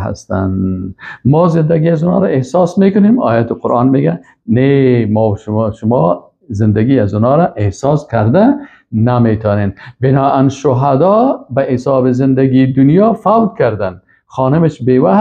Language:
Persian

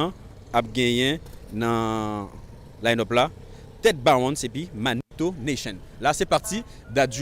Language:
Haitian Creole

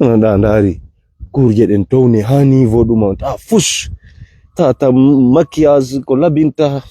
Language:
Fula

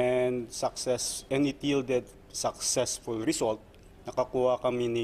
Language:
Bikol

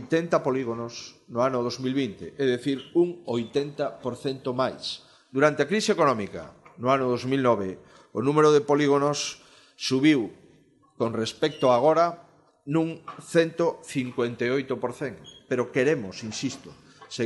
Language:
Galician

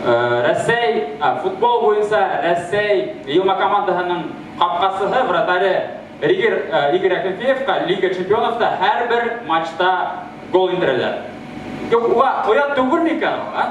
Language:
Bashkir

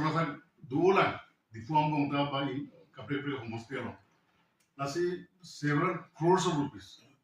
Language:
Karbi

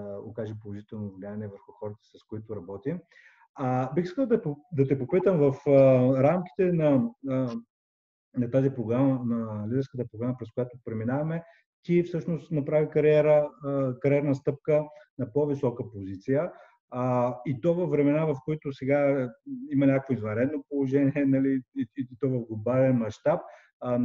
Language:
Bulgarian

